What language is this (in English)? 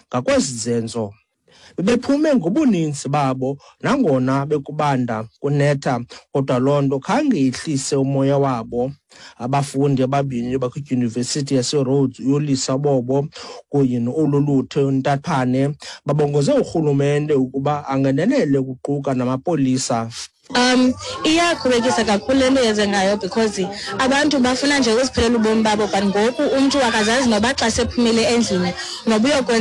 Xhosa